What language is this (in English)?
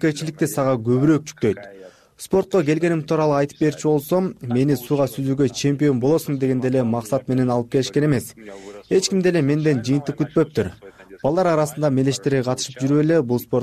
Kyrgyz